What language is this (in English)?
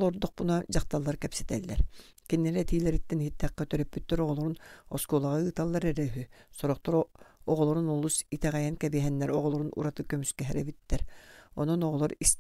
Yakut